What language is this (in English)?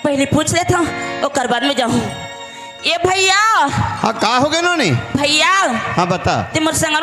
Chhattisgarhi